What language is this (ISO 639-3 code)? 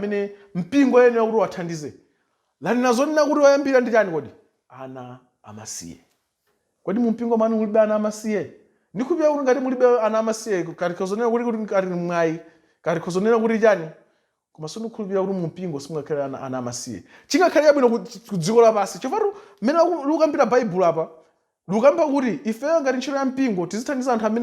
nya